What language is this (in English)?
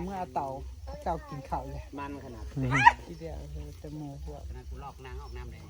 Northeastern Thai